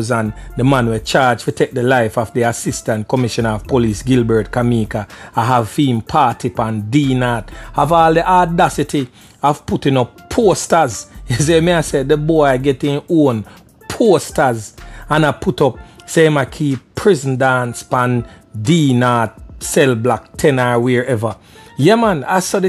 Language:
Jamaican Creole English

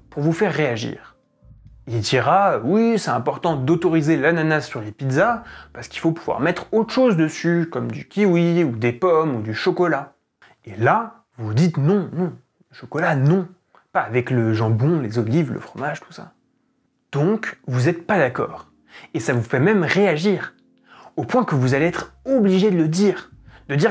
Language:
French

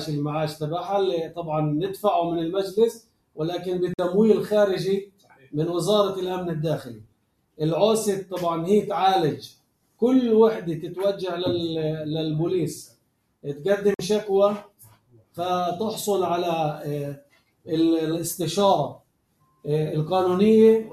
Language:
North Levantine Arabic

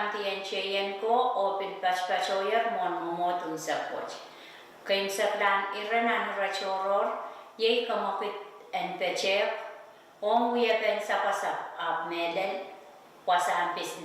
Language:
Pohnpeian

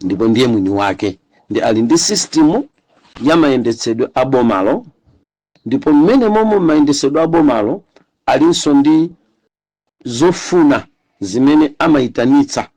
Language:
Nyanja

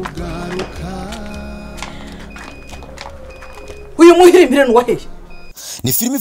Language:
Kinyarwanda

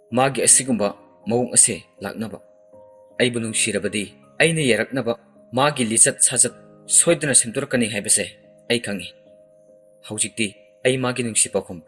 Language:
Manipuri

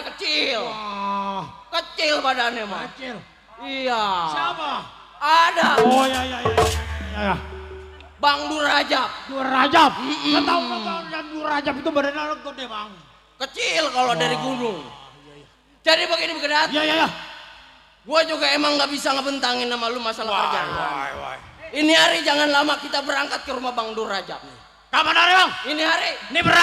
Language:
Betawi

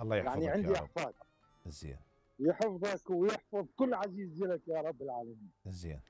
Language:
Mesopotamian Arabic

